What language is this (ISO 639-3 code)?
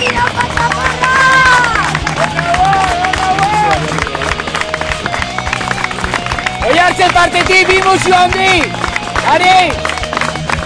eus